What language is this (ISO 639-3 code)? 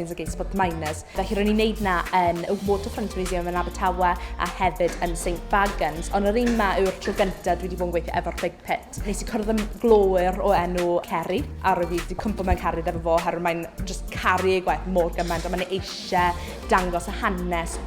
cym